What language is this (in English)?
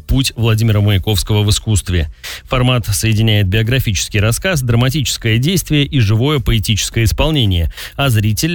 Russian